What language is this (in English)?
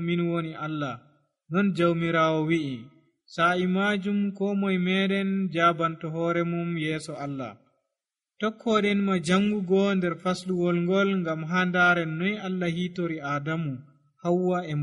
Nigerian Fulfulde